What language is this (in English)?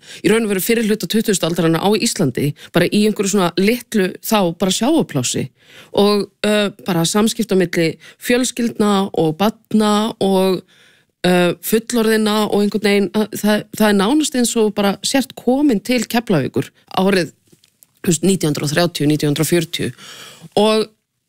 Icelandic